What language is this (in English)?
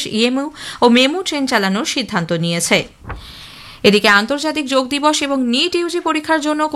Bangla